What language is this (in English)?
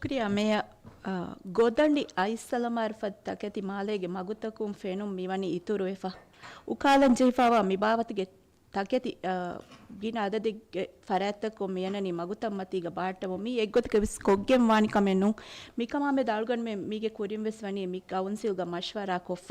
Divehi